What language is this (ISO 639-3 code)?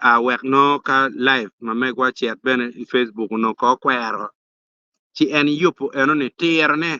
ach